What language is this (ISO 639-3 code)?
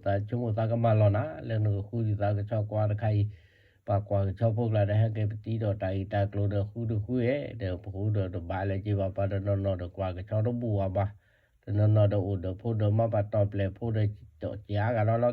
ksw